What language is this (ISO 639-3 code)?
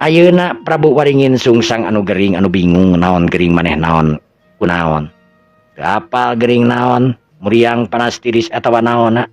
sun